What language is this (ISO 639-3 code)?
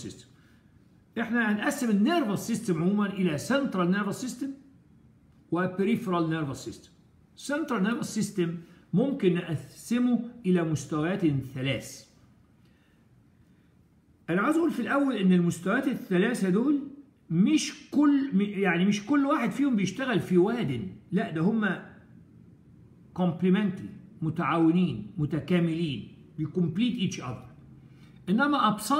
arz